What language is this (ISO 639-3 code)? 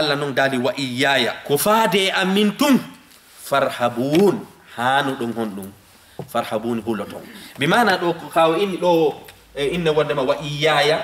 ful